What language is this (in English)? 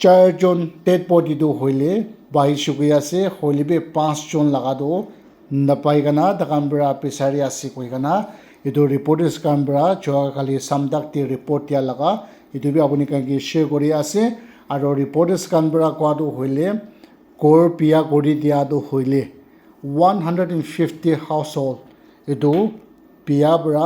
Naga Pidgin